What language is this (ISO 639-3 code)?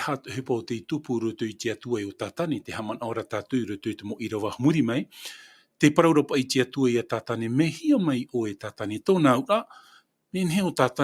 tah